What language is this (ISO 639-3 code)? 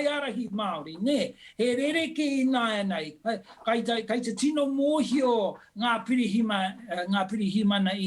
mri